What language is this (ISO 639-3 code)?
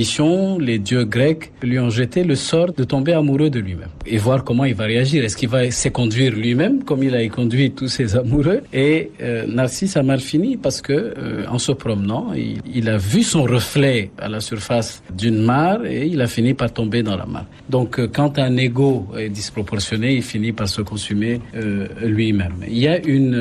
fra